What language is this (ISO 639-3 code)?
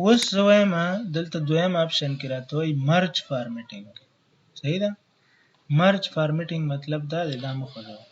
pus